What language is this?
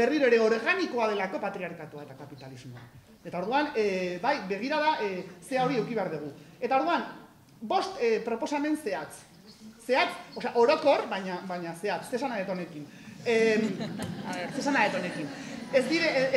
Basque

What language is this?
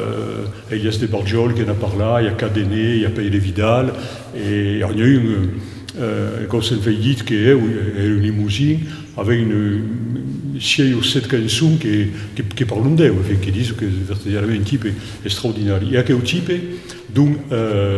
Occitan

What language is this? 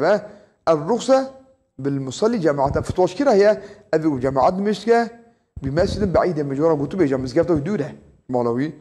Kurdish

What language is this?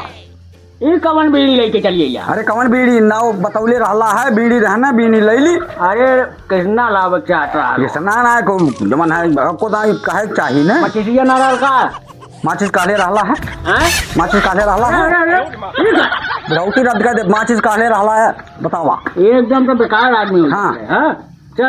Awadhi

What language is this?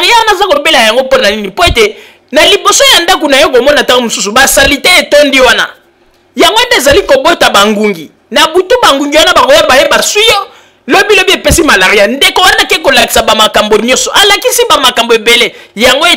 Lingala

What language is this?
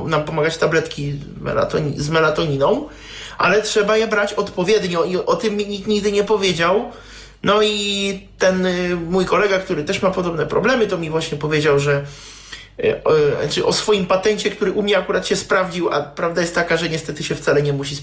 Polish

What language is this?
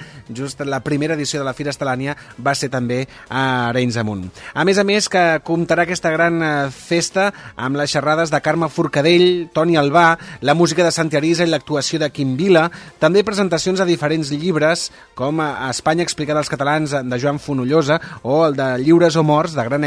Catalan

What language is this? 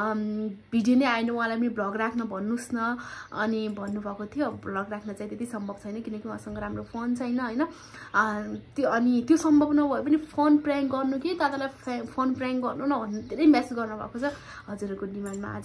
Nepali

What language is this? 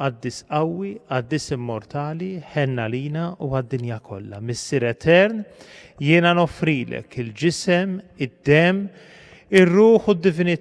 Maltese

